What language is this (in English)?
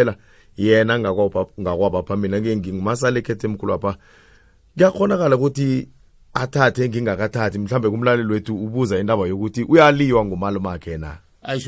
South Ndebele